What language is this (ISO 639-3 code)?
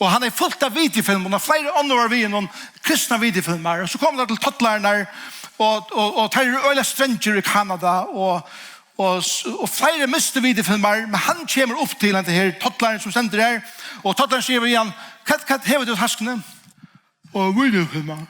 fao